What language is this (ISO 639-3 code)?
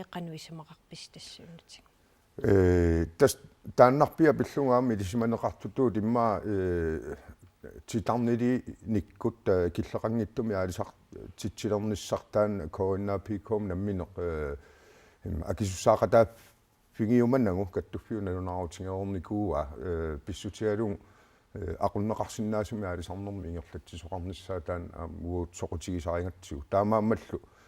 kal